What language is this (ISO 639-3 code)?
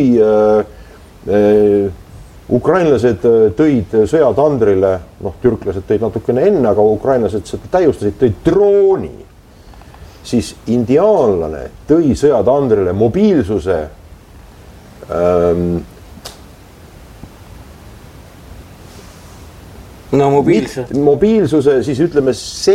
est